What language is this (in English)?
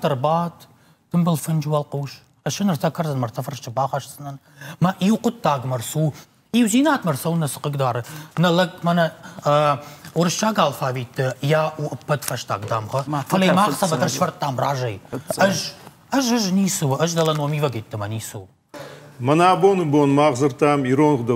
Ossetic